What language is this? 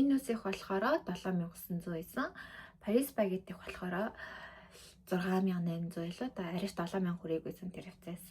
Mongolian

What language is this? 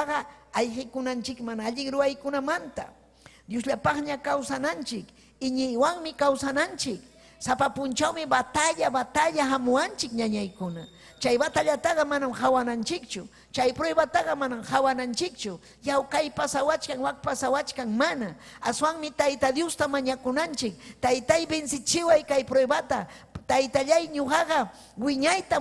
Ayacucho Quechua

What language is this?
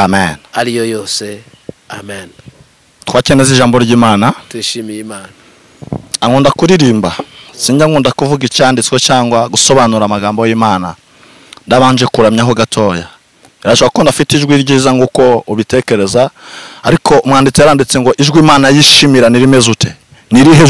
Kinyarwanda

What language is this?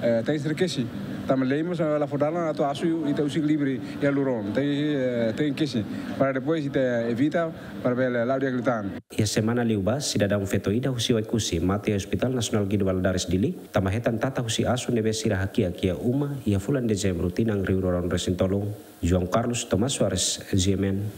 Tetum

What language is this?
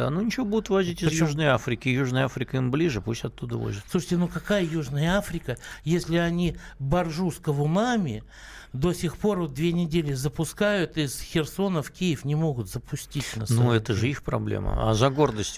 Russian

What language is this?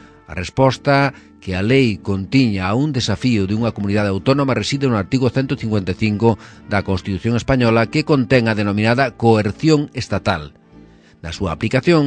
Galician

